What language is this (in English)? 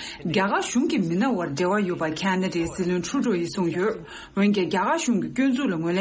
Tibetan